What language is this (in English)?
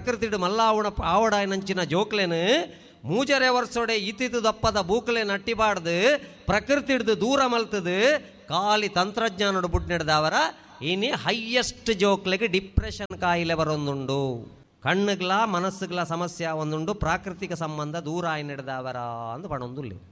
Tulu